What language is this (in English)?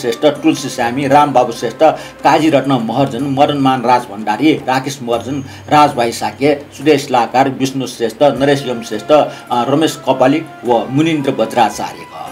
Newari